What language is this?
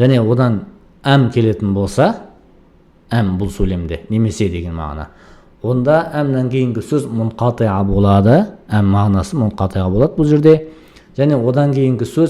Kazakh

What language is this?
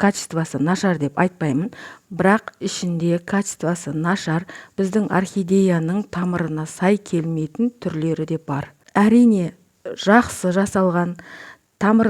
Kazakh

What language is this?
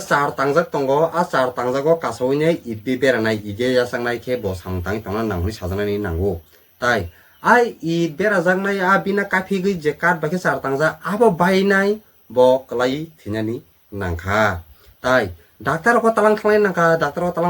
Kok Borok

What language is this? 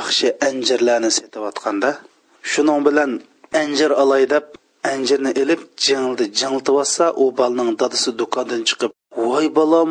Uyghur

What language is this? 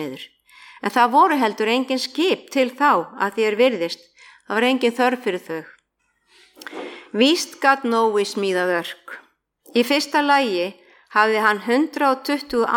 Icelandic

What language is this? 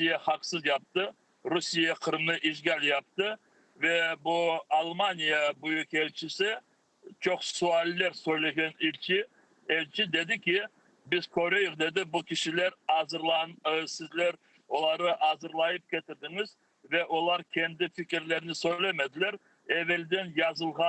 Crimean Tatar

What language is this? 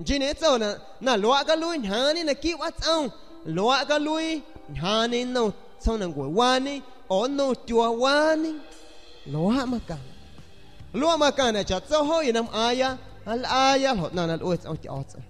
San Pedro Amuzgos Amuzgo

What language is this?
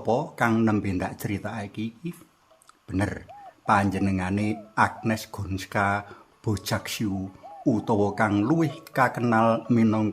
Javanese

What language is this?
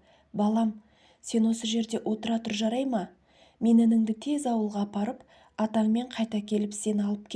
Kazakh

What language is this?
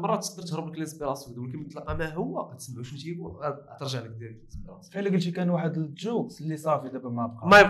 Moroccan Arabic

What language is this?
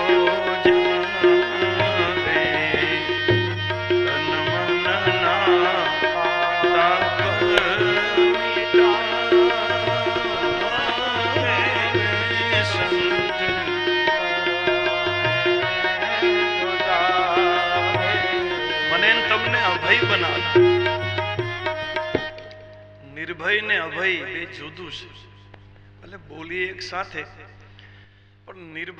Gujarati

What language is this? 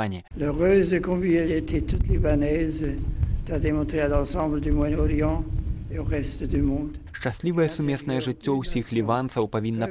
Belarusian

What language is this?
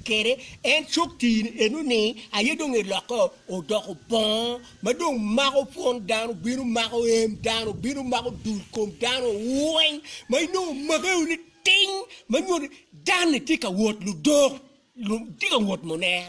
Acoli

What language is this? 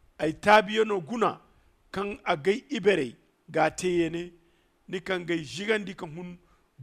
Zarma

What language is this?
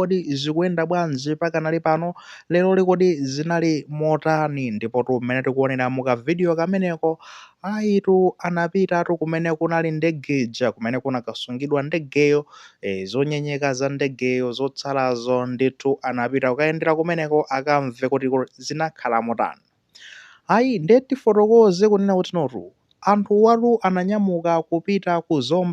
Nyanja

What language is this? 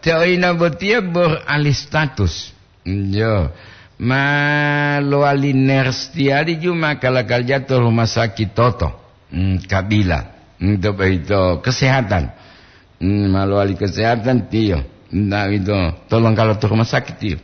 Gorontalo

